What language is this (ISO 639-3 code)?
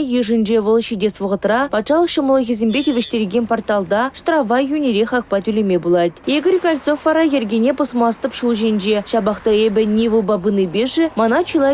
chv